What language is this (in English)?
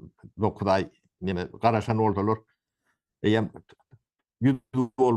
Turkmen